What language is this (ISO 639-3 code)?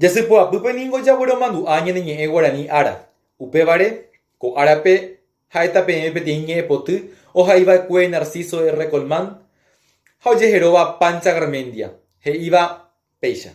grn